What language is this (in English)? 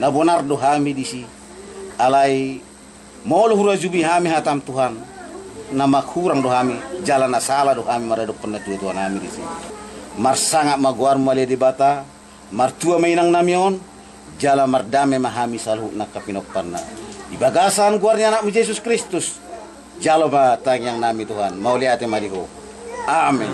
Batak Toba